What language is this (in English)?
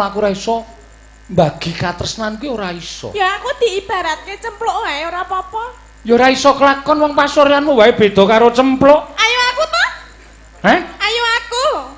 Javanese